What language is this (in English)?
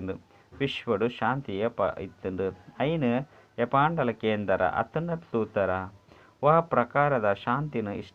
Tulu